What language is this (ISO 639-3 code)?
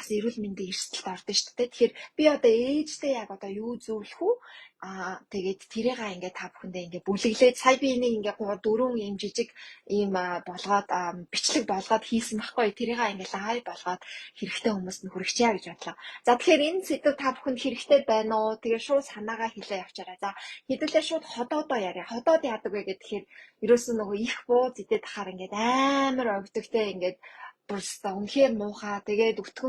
mon